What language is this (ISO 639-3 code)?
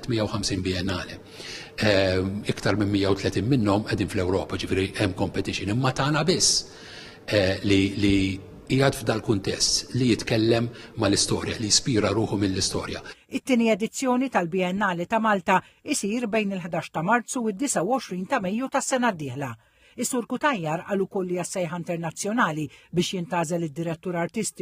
mlt